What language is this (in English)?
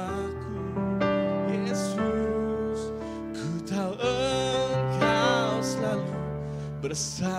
Iban